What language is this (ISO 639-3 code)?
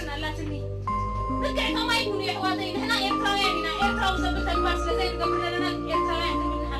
tir